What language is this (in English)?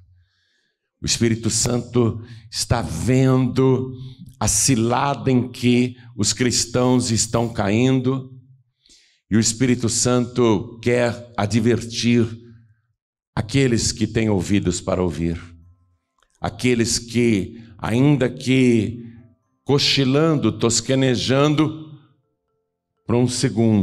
Portuguese